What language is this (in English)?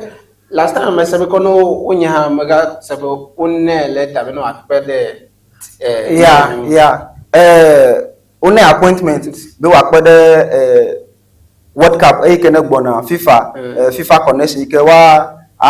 Ewe